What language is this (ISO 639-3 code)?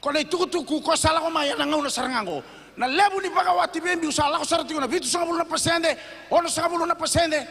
fij